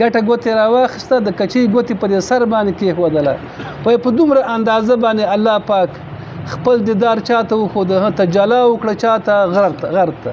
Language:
Pashto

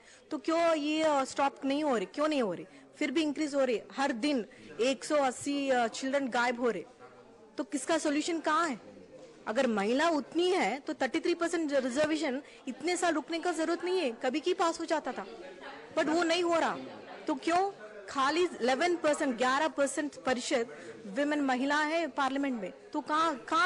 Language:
Hindi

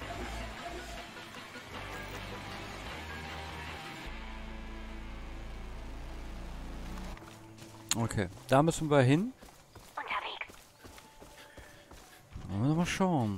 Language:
German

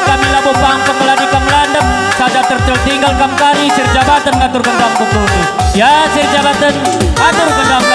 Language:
Batak Karo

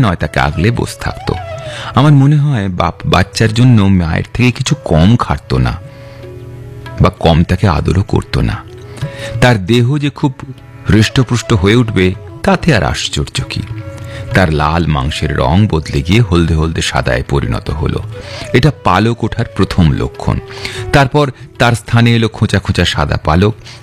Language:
Bangla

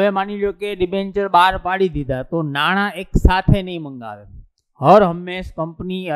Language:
Gujarati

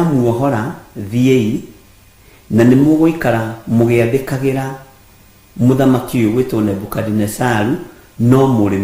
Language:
Kikuyu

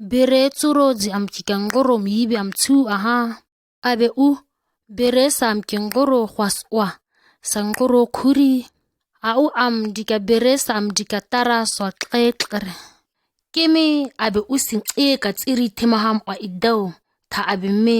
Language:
ǁGana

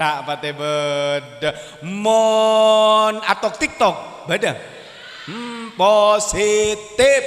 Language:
Madurese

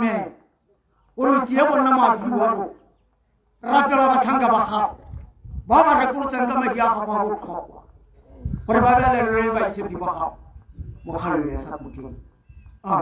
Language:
Tswana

